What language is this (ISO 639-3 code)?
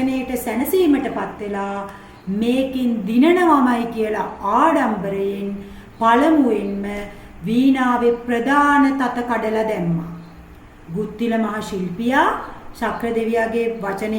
sin